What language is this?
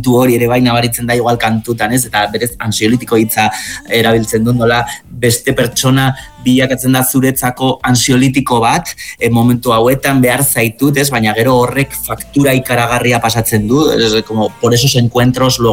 Basque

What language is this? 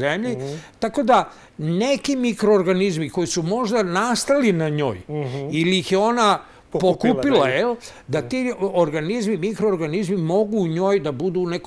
Serbian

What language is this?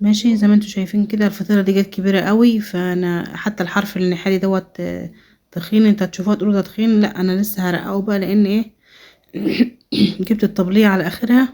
Egyptian Arabic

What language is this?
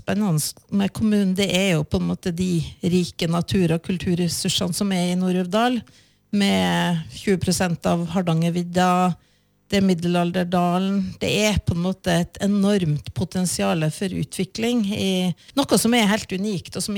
Norwegian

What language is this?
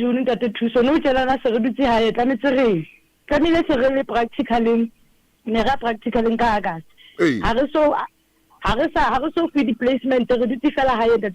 Southern Sotho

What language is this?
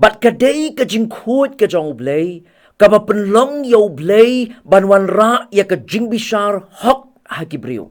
Khasi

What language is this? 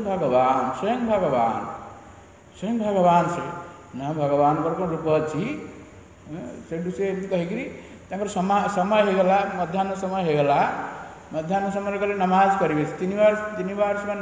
Odia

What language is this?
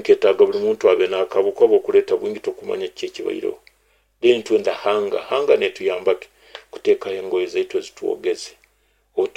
Nyankole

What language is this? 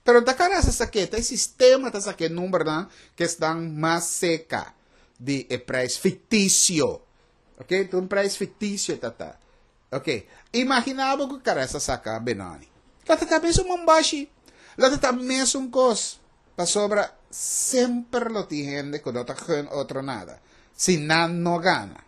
Papiamento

